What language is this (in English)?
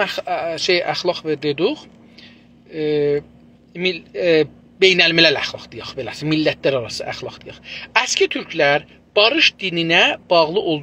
South Azerbaijani